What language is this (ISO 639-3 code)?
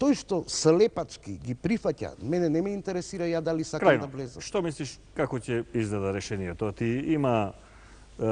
mkd